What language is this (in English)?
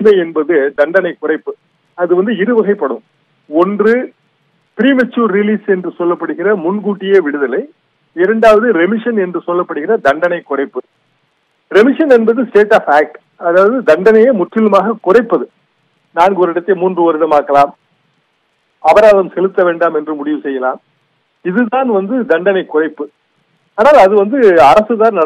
Tamil